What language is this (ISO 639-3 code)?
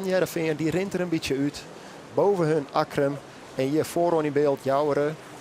fry